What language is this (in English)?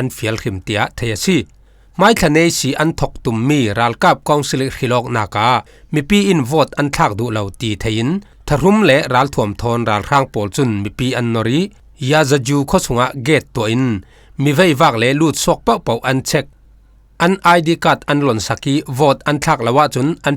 Falam Chin